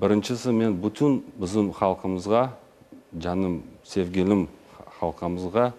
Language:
Crimean Tatar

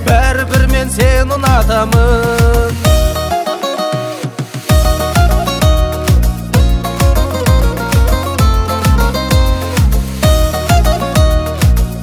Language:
Kazakh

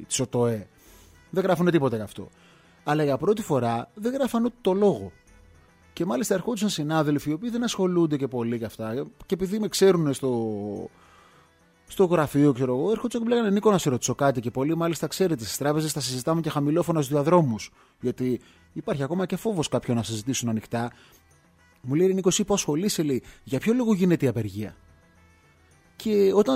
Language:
Greek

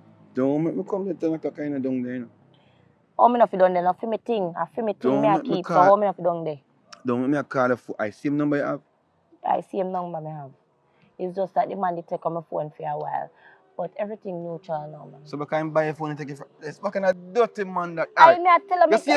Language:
Jamaican Creole English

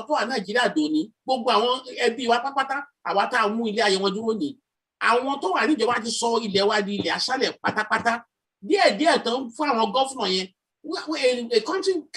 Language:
Yoruba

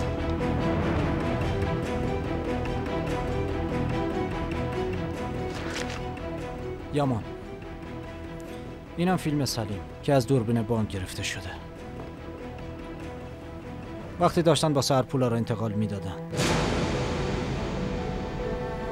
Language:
Persian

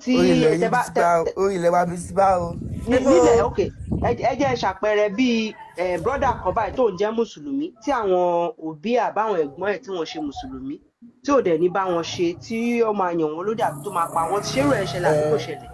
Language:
Yoruba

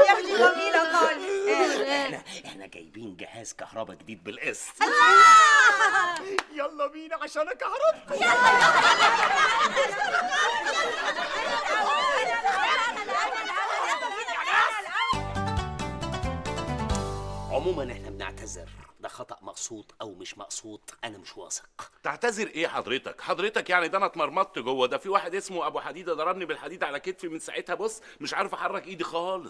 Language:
Egyptian Arabic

